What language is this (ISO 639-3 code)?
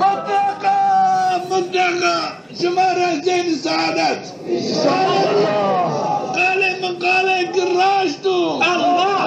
zza